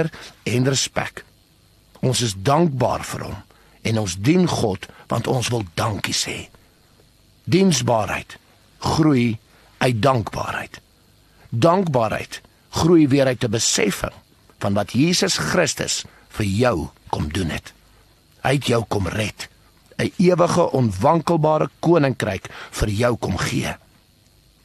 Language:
Afrikaans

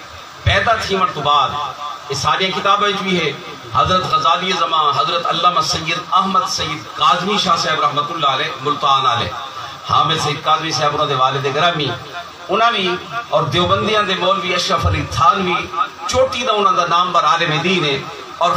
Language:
Saraiki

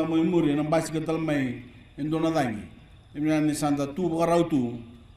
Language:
Fijian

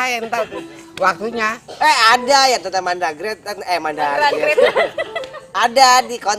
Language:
Betawi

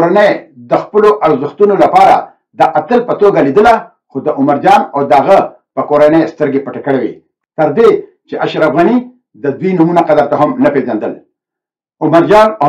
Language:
Pashto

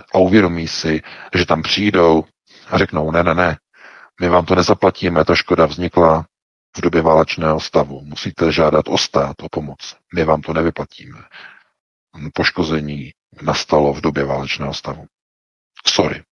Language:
Czech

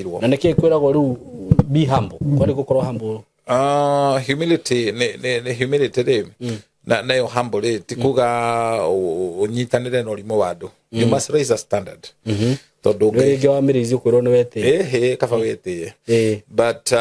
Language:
Kikuyu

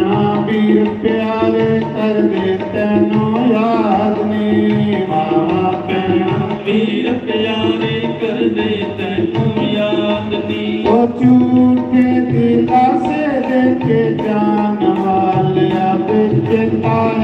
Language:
Dogri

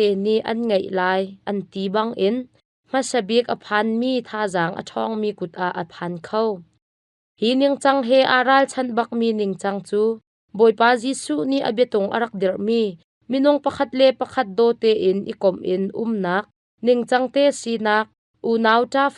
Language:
Hakha Chin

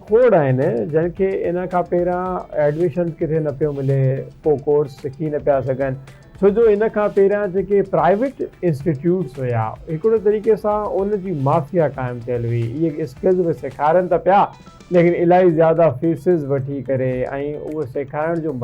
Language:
Sindhi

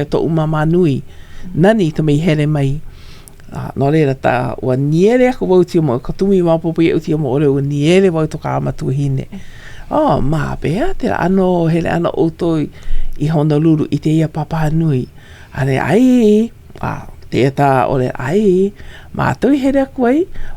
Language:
Hawaiian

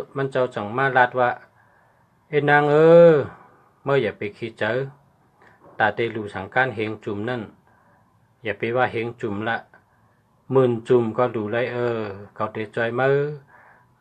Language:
Shan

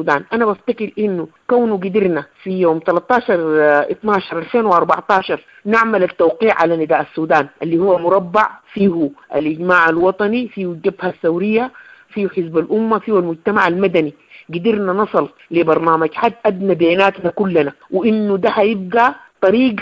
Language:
Sudanese Arabic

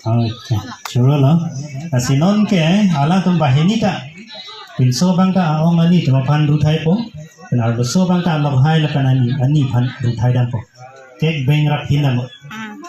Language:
Karbi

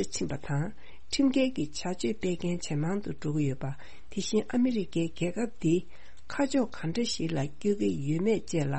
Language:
Tibetan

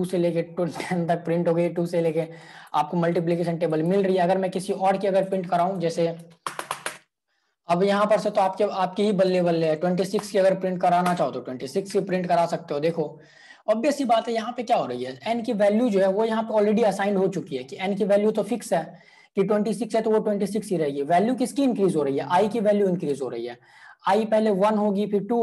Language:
Hindi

